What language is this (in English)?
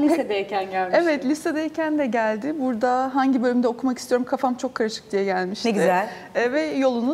Turkish